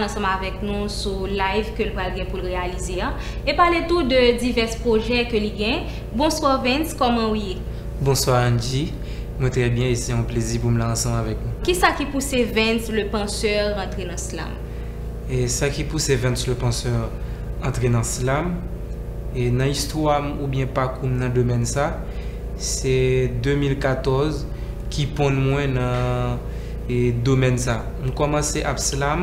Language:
Haitian Creole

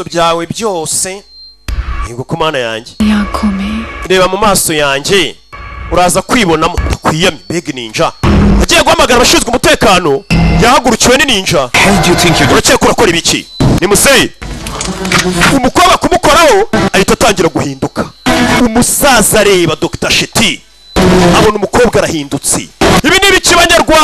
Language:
Kinyarwanda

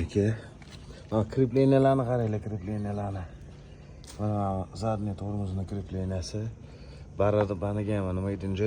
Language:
Uzbek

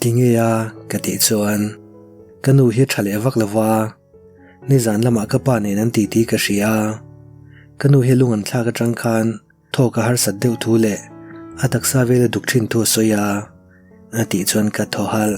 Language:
Mizo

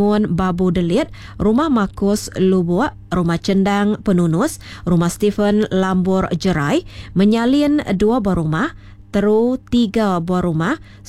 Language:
Iban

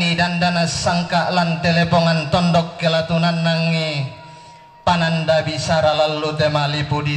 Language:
Toraja-Sa'dan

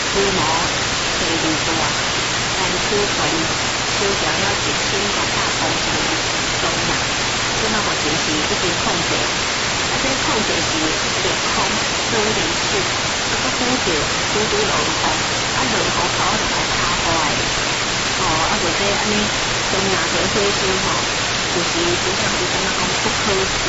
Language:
Min Nan Chinese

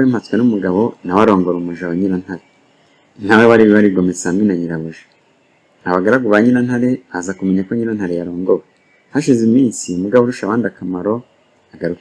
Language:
Kinyarwanda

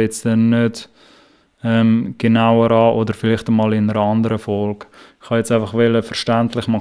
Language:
Swiss German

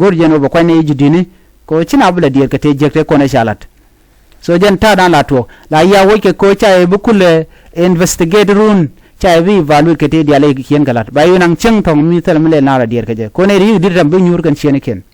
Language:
Nuer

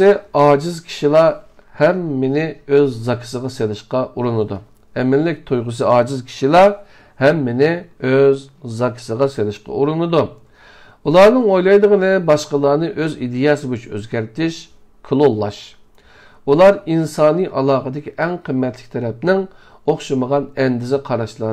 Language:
Uyghur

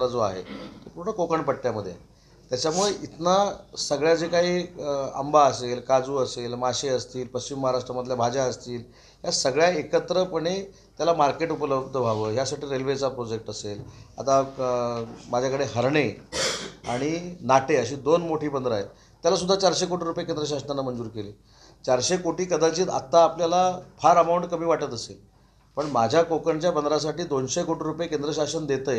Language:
Marathi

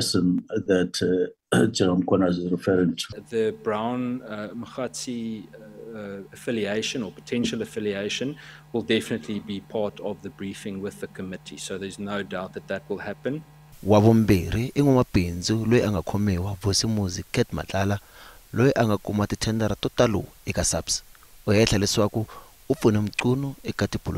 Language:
Tsonga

